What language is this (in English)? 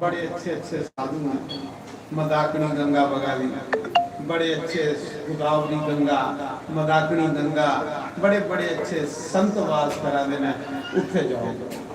Dogri